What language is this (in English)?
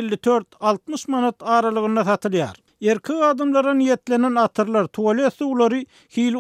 Turkmen